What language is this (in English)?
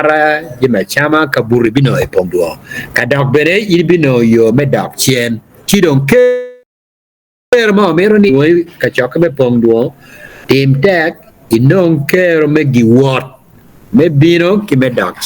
Acoli